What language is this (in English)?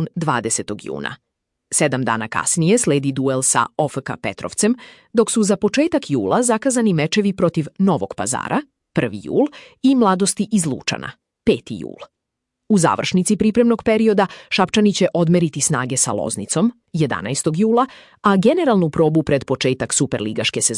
Serbian